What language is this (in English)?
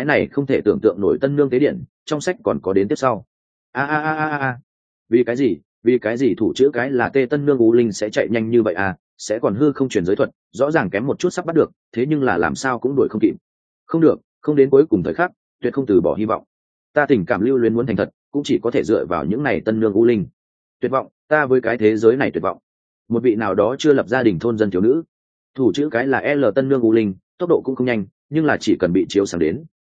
Vietnamese